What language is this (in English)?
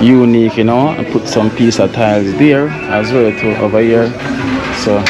Jamaican Creole English